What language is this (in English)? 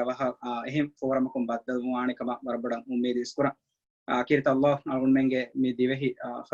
Divehi